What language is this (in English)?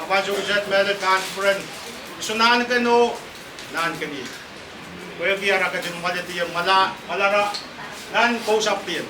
Pohnpeian